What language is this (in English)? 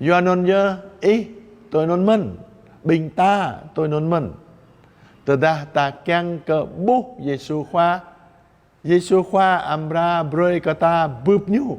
Jarai